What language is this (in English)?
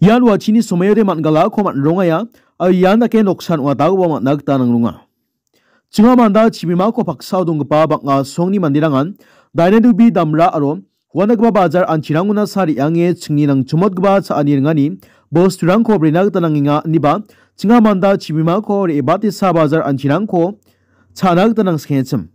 Garo